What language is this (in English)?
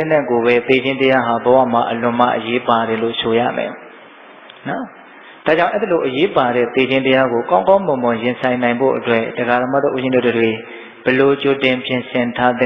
Burmese